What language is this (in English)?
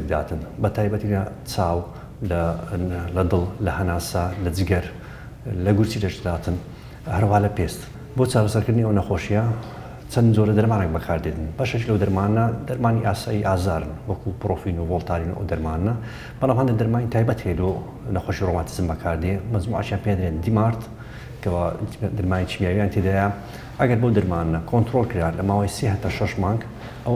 Central Kurdish